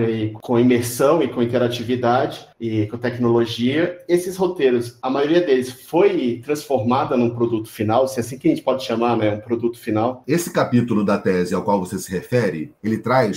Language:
Portuguese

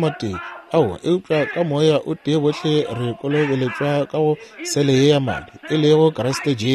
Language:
Northern Sotho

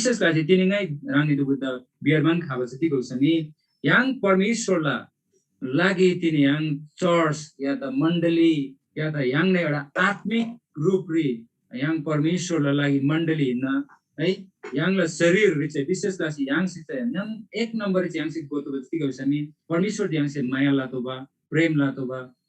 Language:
Eastern Tamang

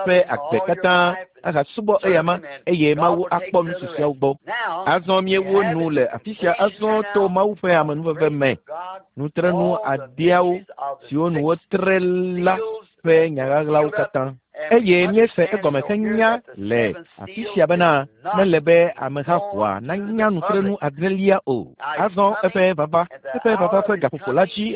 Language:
Ewe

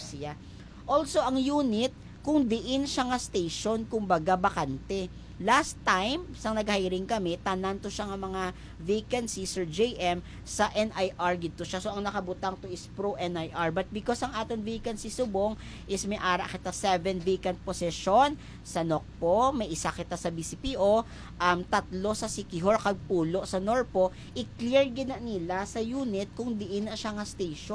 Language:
Hiligaynon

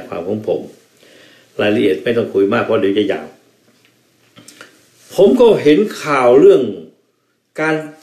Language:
Thai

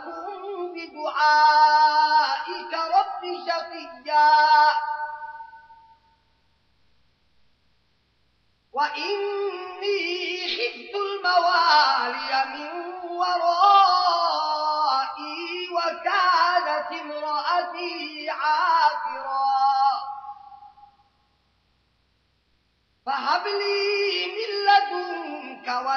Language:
Arabic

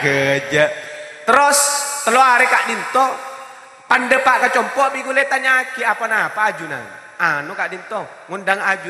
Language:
Madurese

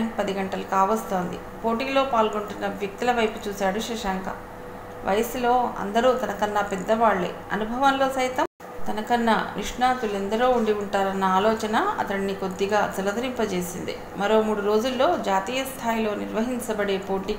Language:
Telugu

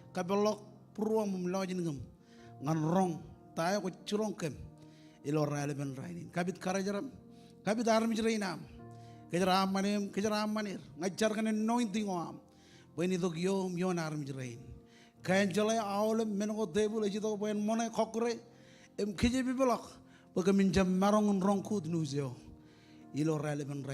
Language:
Marshallese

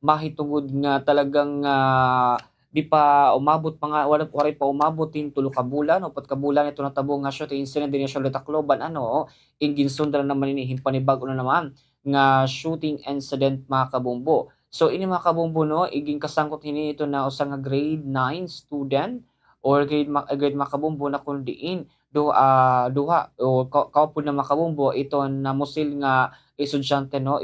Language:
Waray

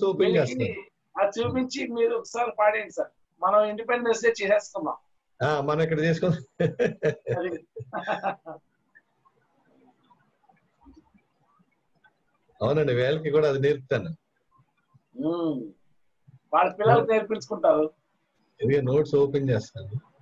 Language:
Telugu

